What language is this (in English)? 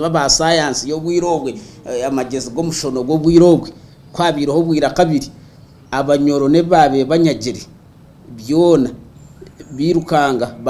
Nyankole